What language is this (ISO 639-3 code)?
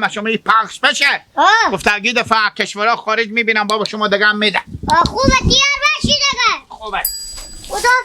haz